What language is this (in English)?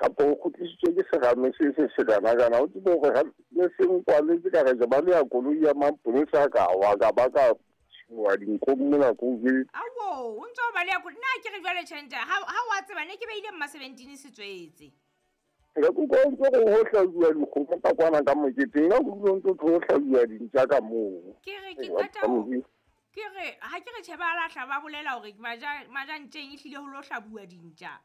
Southern Sotho